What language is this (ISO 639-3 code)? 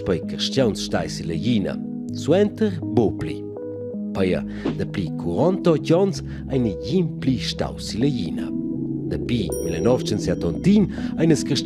roh